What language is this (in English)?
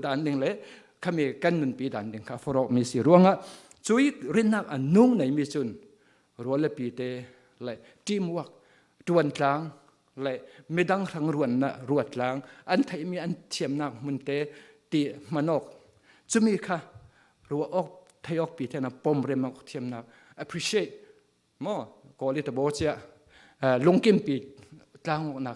Falam Chin